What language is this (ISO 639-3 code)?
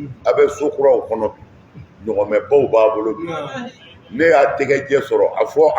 bam